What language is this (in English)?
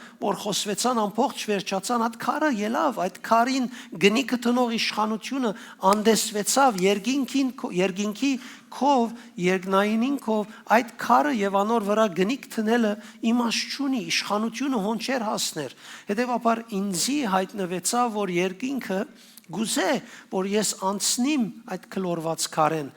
Western Armenian